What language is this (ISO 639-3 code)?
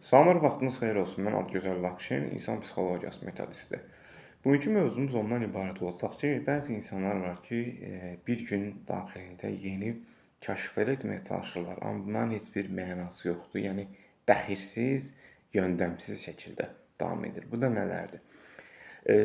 aze